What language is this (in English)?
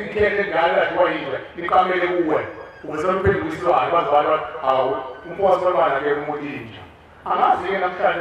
Zulu